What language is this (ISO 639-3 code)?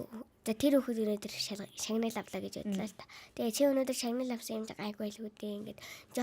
mon